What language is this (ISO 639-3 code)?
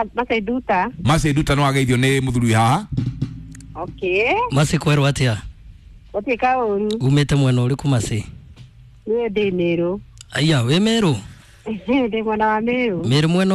kik